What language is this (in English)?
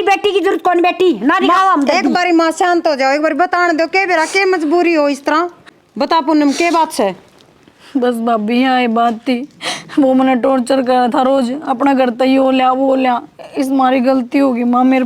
Haryanvi